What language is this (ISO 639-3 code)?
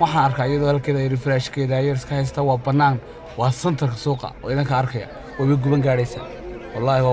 som